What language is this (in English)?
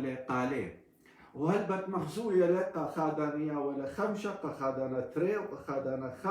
Assyrian Neo-Aramaic